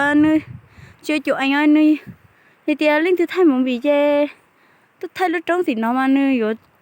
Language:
Hmong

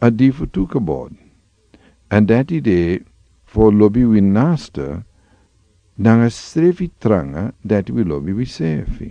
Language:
Sranan Tongo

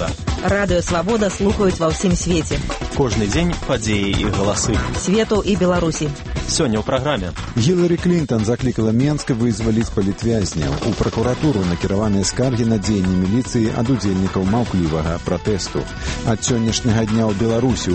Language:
Belarusian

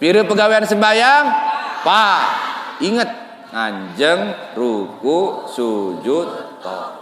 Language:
Sasak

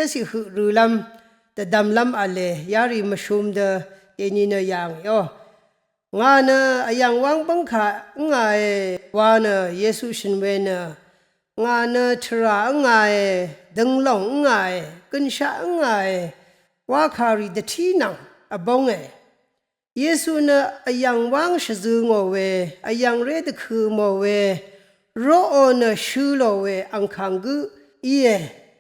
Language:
Rawang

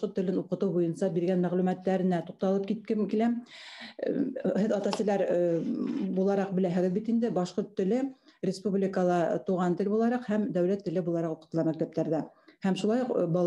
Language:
Bashkir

